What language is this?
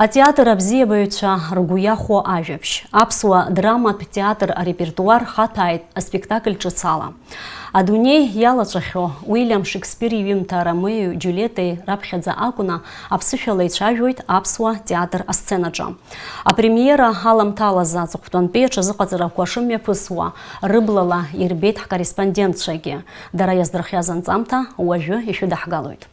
Abkhazian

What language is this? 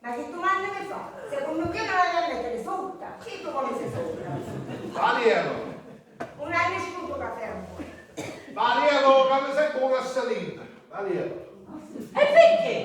Sicilian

